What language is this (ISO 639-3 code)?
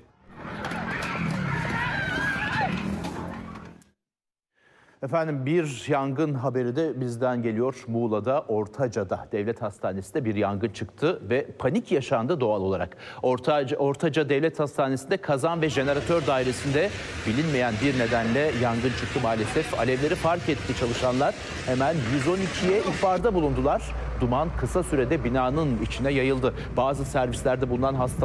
tur